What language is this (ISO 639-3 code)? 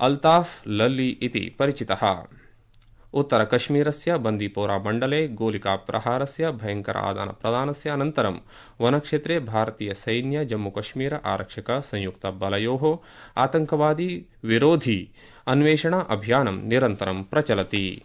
san